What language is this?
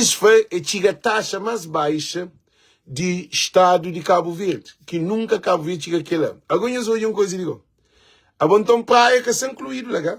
Kabuverdianu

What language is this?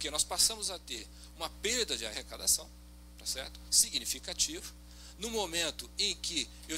Portuguese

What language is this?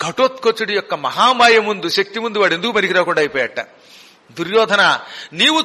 Telugu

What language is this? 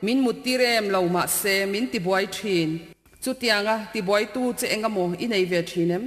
Mizo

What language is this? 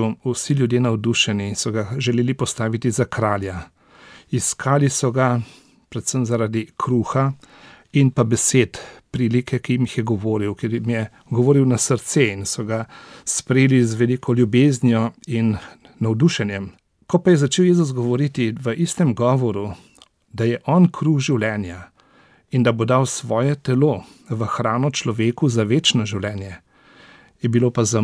Slovenian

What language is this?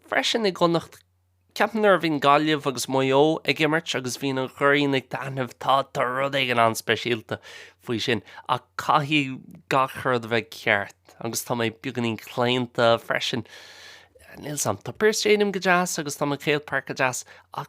Irish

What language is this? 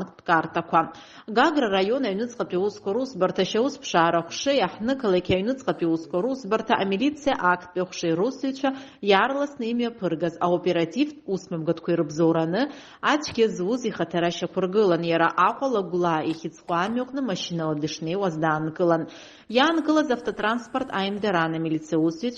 Abkhazian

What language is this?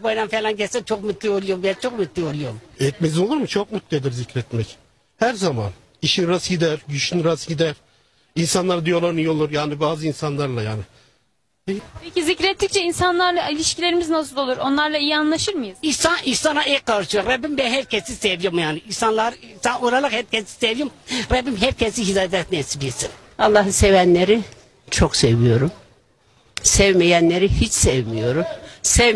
Turkish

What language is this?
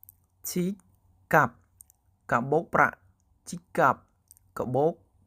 Khmer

